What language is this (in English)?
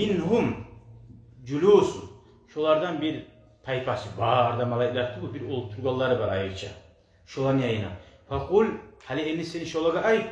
Kumyk